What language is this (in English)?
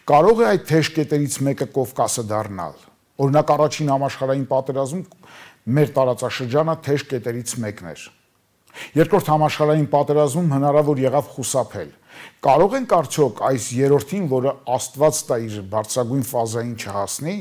Armenian